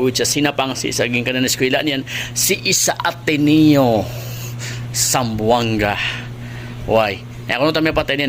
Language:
Maranao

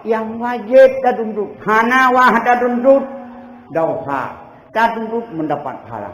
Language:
Achinese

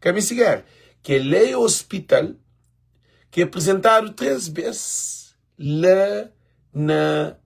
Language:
Kabuverdianu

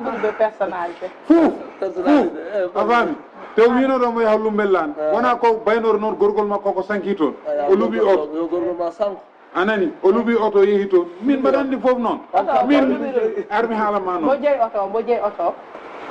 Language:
Fula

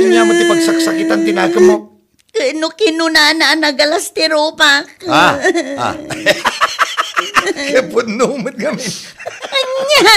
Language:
Iloko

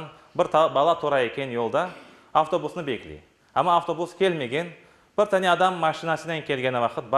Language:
Crimean Tatar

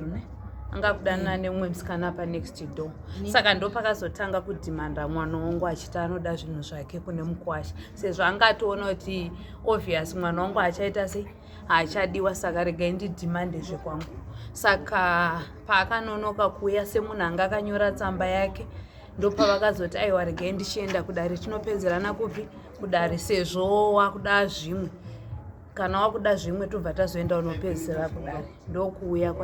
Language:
Shona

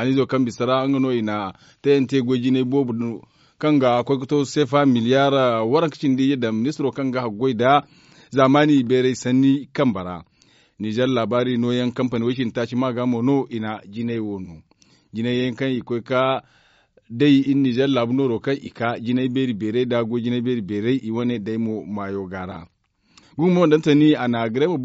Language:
Zarma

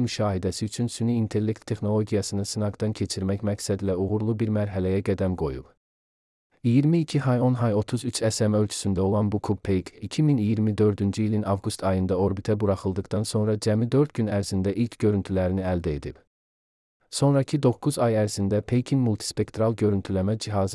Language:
Azerbaijani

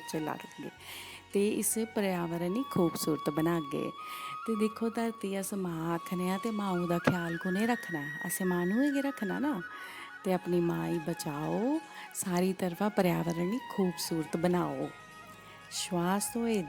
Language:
Dogri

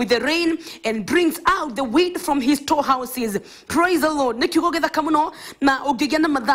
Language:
Kikuyu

